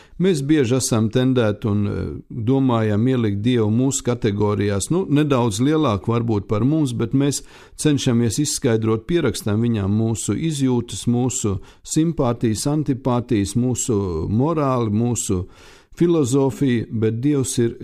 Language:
Latvian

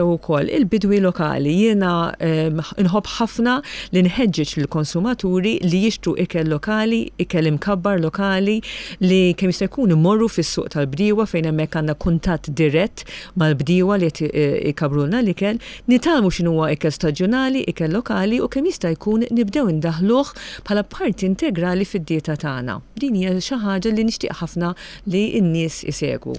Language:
Maltese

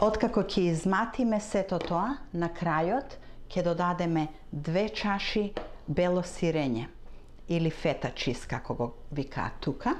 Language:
Macedonian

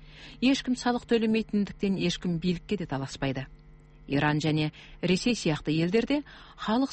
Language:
Kazakh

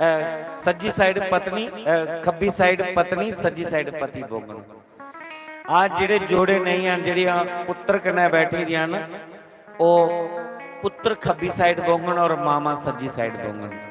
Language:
Dogri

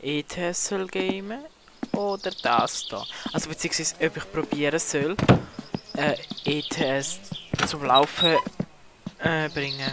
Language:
Swiss German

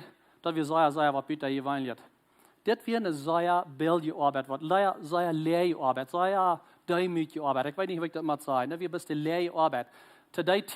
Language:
Plautdietsch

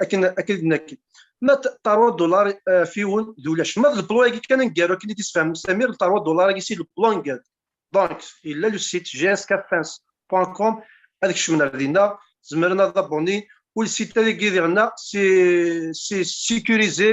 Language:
Kabyle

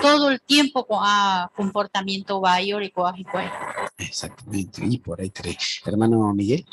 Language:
Guarani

